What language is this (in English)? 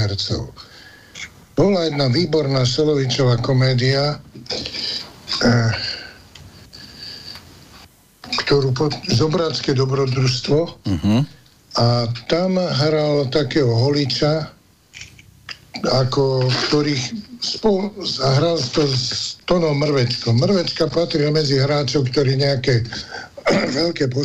Slovak